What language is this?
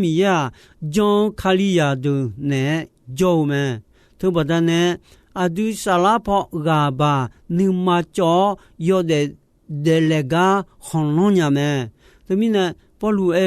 Akha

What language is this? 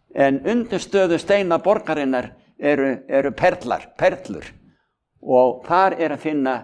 Icelandic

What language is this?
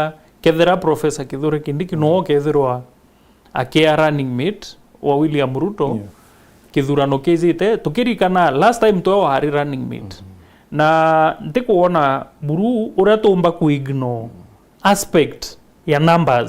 Meru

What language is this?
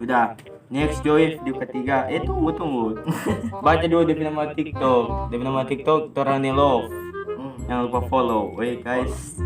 Manado Malay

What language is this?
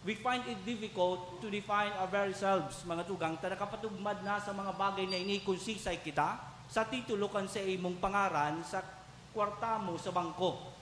Bikol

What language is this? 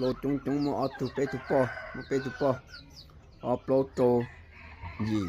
Hmong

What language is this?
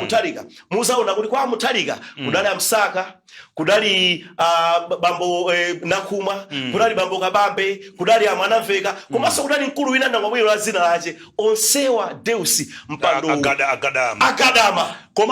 Nyanja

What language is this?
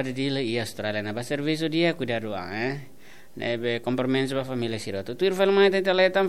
Tetum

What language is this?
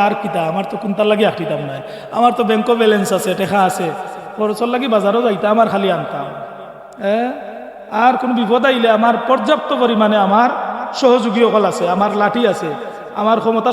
Sylheti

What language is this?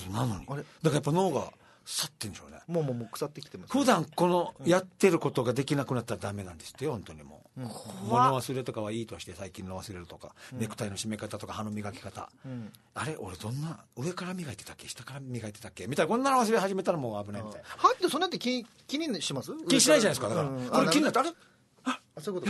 Japanese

